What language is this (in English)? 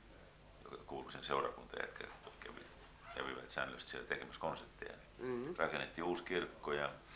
Finnish